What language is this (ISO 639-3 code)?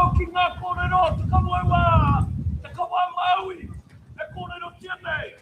mri